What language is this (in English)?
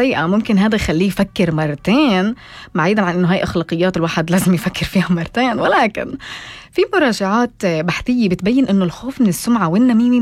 North Levantine Arabic